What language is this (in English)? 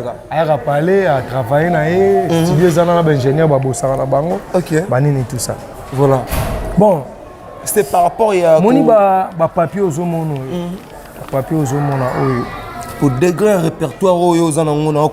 Lingala